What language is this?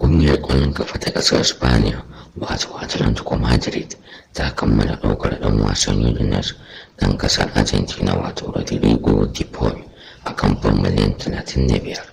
Hausa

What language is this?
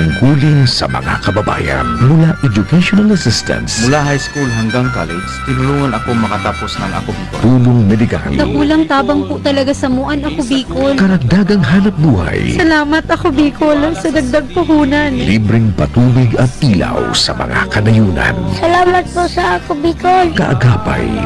Bikol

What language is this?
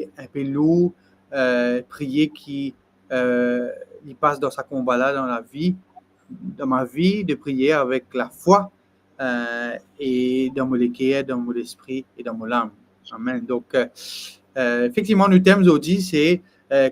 Morisyen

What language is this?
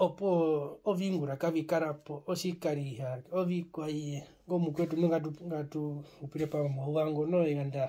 Herero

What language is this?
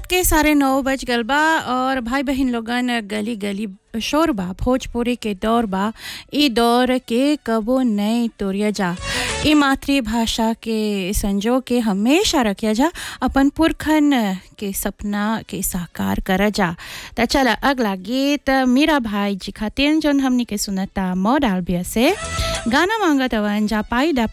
Bhojpuri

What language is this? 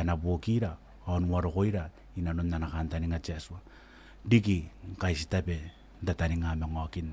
Gilbertese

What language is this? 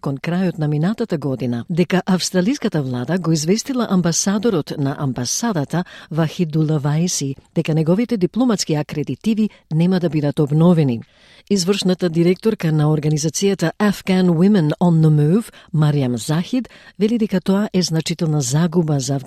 Macedonian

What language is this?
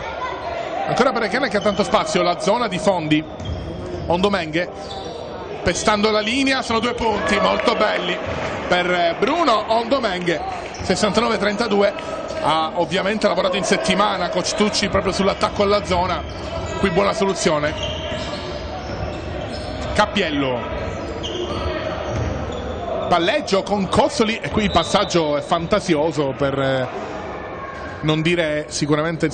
Italian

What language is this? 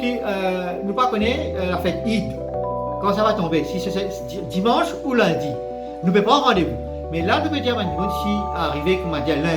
Morisyen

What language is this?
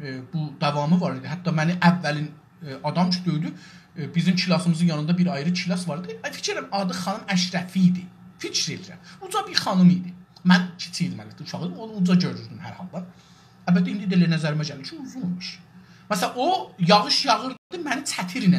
South Azerbaijani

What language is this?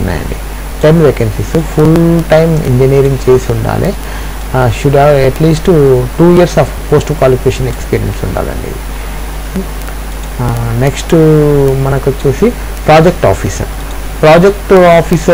Telugu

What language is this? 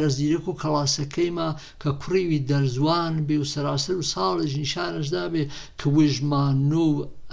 Gurani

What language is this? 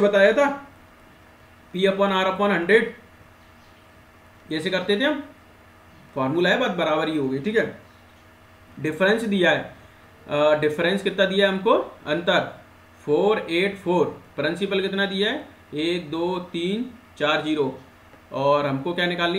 Hindi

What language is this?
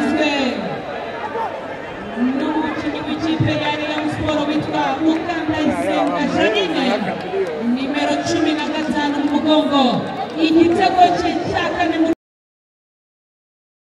Kinyarwanda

